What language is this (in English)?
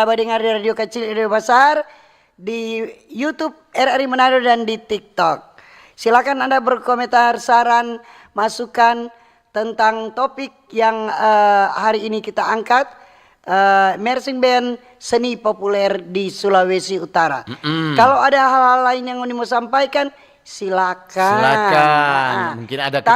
Manado Malay